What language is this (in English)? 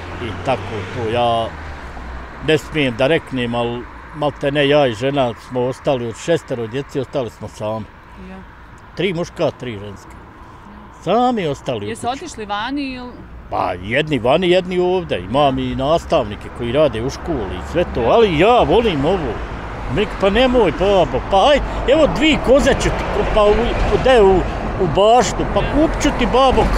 Bosnian